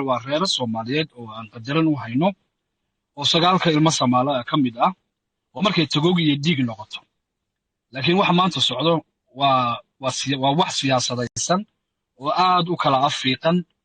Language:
Somali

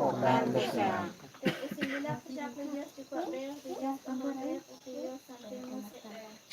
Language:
Kekchí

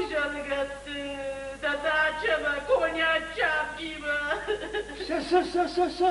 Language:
Ossetic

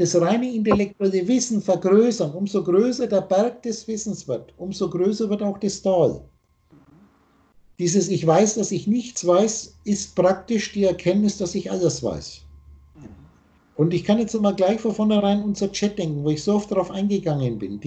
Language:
German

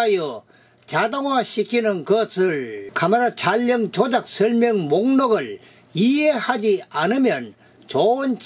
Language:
Korean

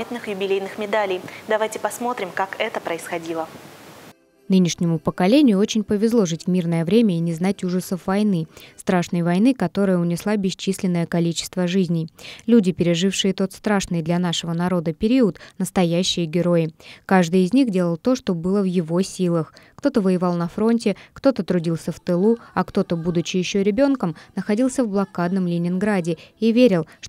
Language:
Russian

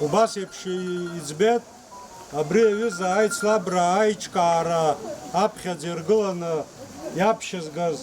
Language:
Abkhazian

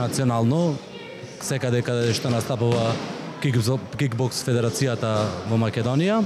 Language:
Macedonian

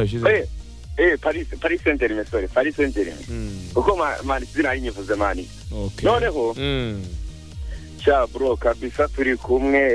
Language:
Kinyarwanda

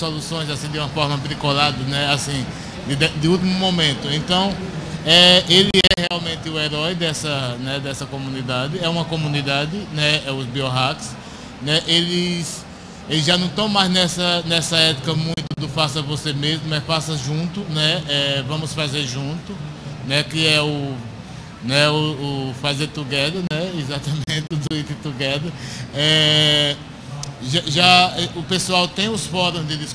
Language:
Portuguese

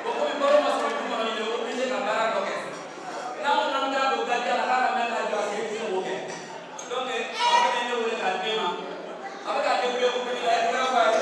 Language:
Bambara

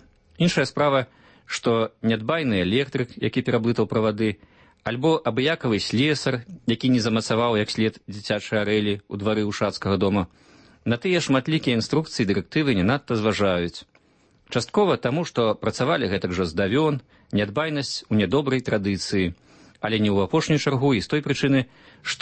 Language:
Belarusian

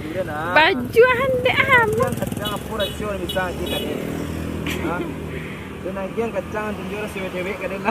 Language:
Minangkabau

